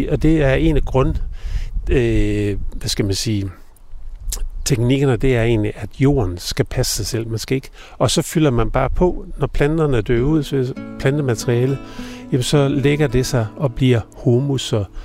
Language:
Danish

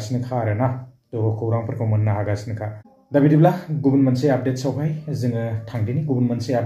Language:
Bodo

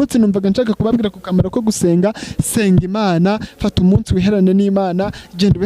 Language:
Kinyarwanda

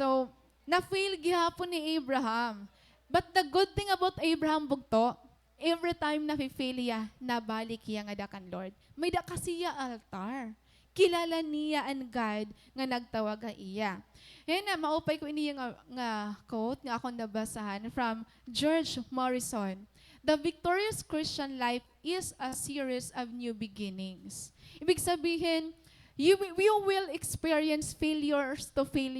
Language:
Waray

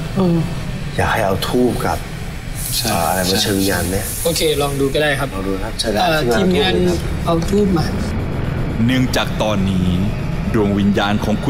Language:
Thai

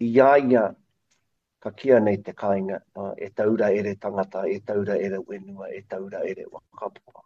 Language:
Māori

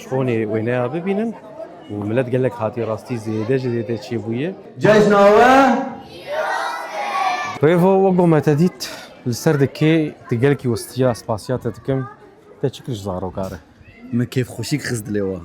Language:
Kurdish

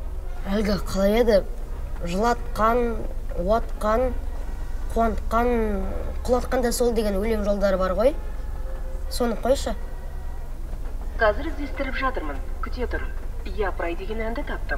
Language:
Kazakh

